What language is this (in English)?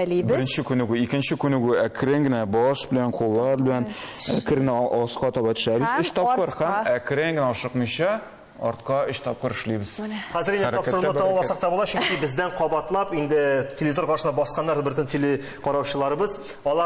Tatar